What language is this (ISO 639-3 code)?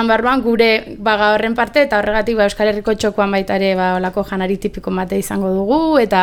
eus